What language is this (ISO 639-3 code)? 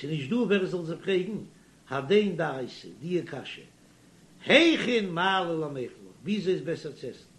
yid